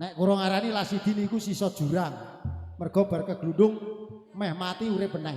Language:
Javanese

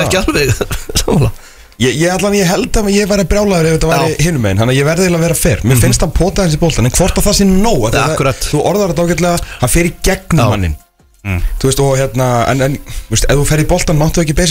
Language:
Icelandic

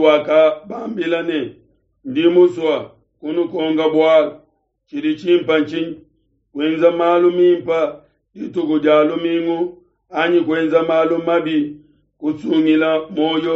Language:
Luba-Lulua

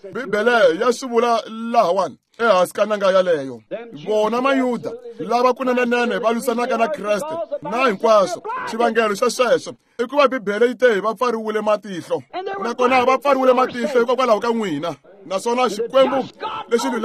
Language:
Tsonga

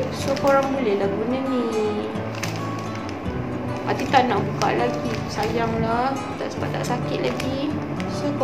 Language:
Malay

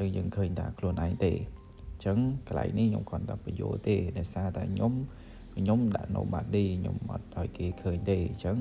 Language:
Khmer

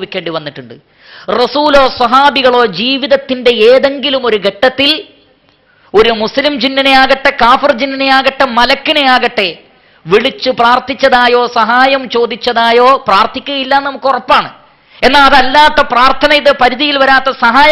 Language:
Malayalam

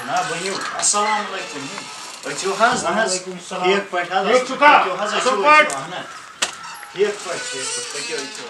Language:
Kashmiri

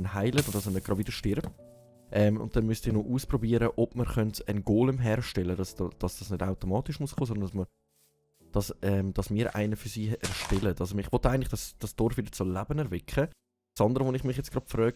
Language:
Swiss German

